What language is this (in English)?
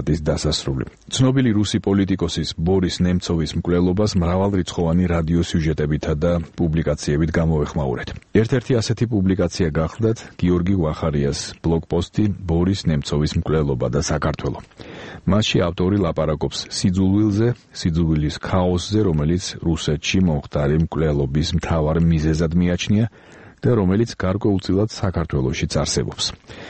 Georgian